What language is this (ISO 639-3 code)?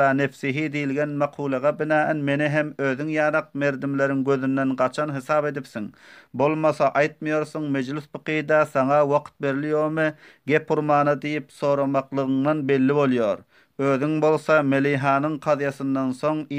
tuk